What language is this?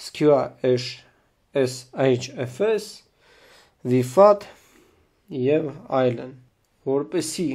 Armenian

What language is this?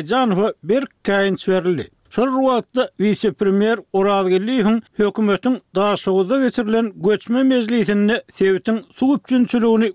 Turkmen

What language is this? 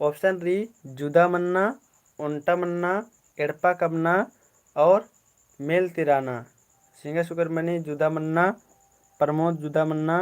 Kurukh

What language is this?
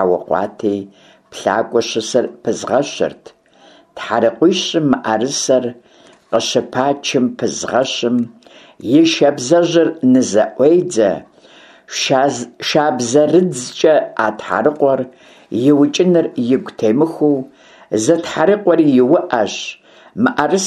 Kabardian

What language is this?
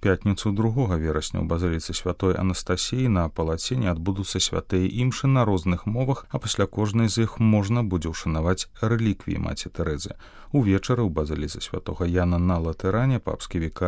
Belarusian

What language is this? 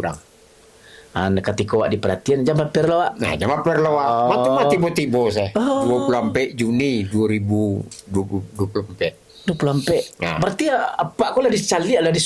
Minangkabau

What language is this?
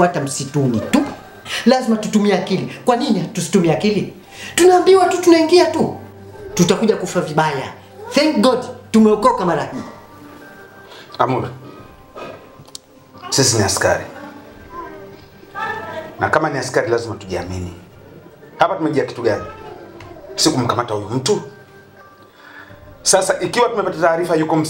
Swahili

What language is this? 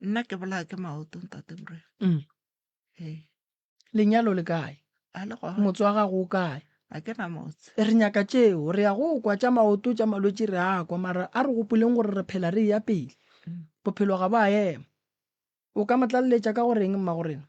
Northern Sotho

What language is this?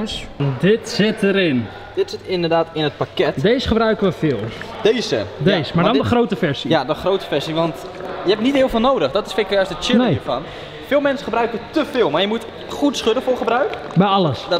Dutch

